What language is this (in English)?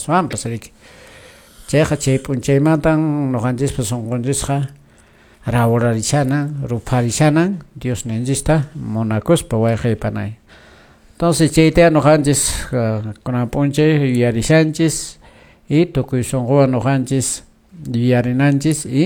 Quechua